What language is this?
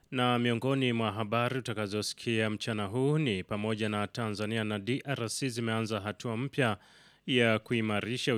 Swahili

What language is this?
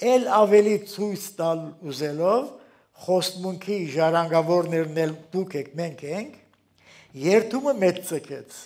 Armenian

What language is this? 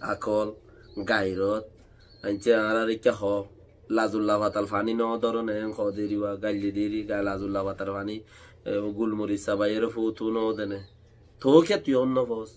Rohingya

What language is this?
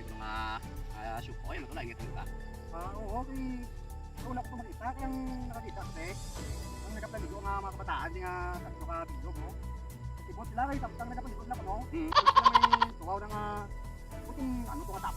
Hiligaynon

